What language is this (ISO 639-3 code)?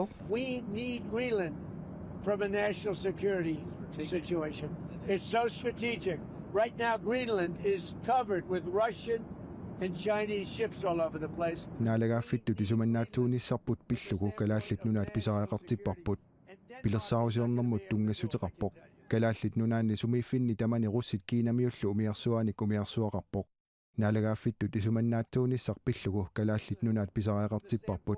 kal